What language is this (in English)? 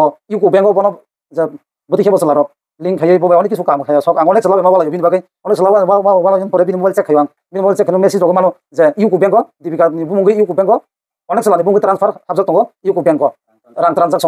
Kok Borok